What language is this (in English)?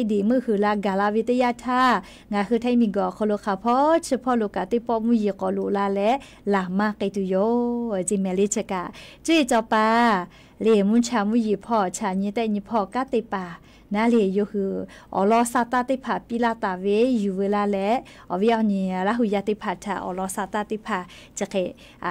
Lahu